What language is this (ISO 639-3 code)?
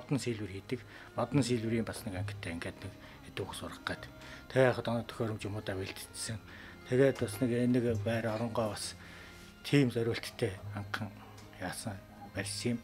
mon